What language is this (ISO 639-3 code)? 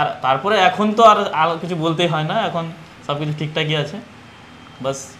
ben